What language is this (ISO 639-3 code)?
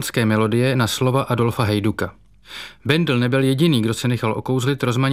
ces